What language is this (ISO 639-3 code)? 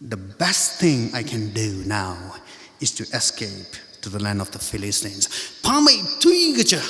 nmf